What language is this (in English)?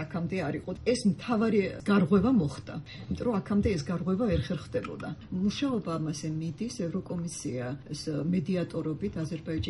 Georgian